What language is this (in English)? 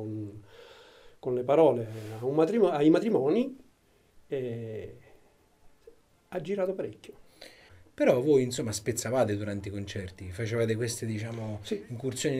Italian